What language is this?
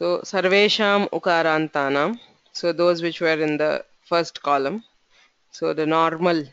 Sanskrit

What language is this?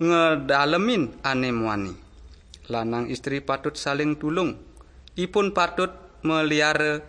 Balinese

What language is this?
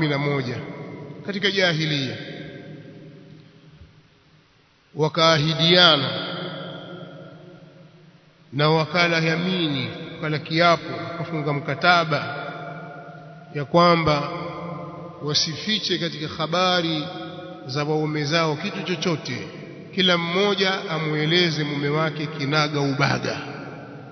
Swahili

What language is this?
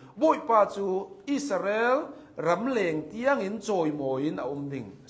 Hakha Chin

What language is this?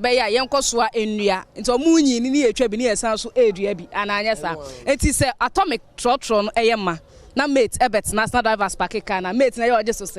Akan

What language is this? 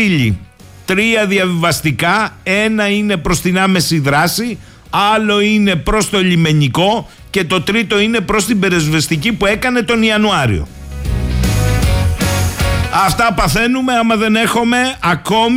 Greek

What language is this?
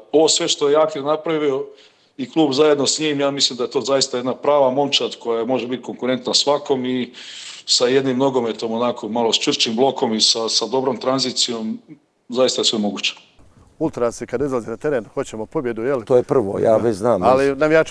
Croatian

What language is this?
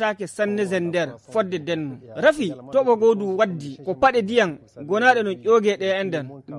Fula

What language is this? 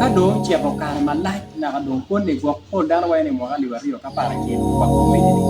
Acoli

